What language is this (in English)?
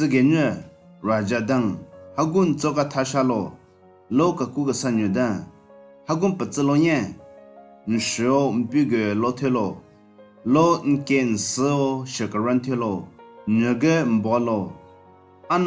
Southern Rengma Naga